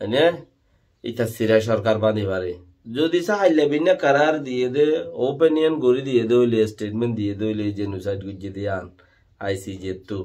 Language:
Rohingya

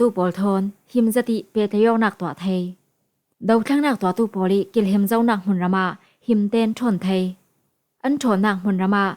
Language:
Falam Chin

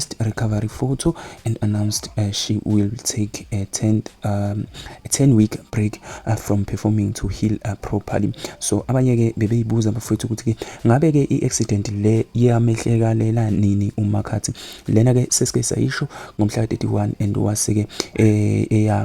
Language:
Zulu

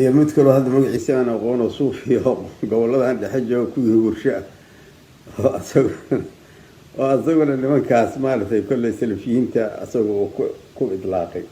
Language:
Somali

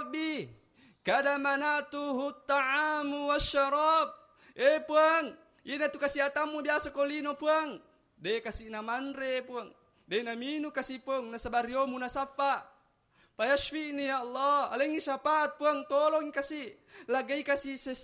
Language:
Buginese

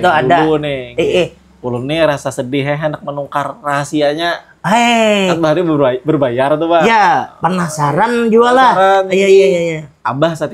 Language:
Banjar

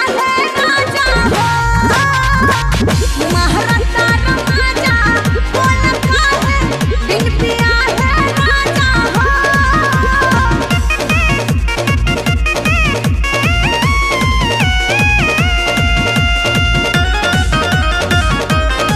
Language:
Bhojpuri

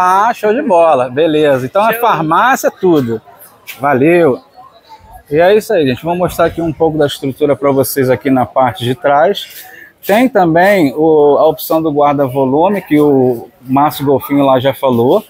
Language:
Portuguese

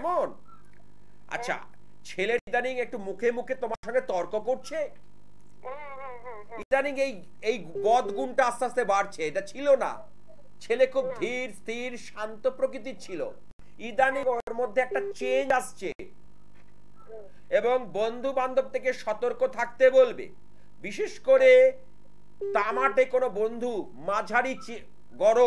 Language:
Bangla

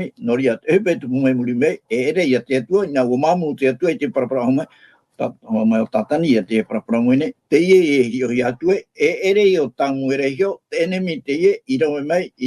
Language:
Tahitian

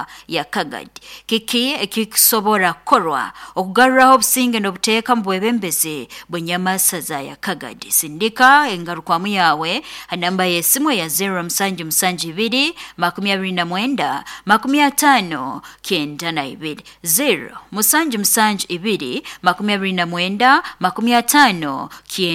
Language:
Nyoro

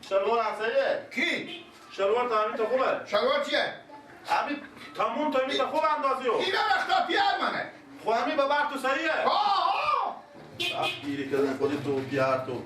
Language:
Persian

